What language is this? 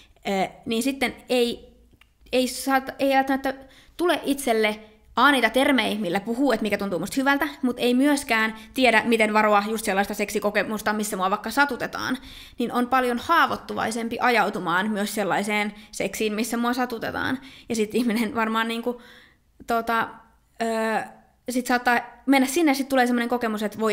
Finnish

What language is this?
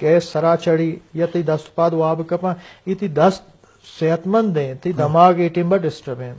Eastern Balochi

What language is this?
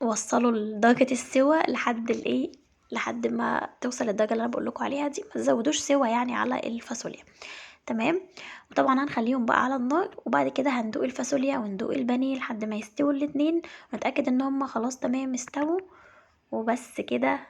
Egyptian Arabic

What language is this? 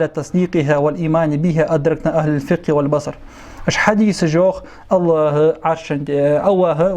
Ingush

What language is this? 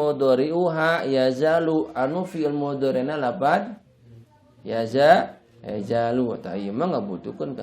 Sundanese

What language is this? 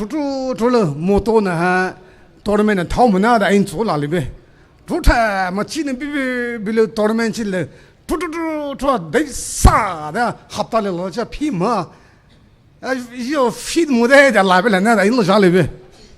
Poumei Naga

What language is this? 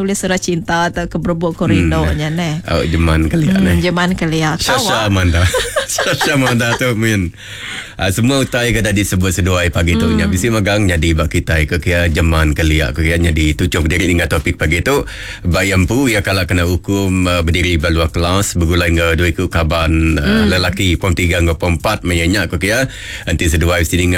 Iban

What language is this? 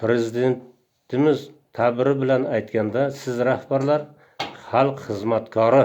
Uzbek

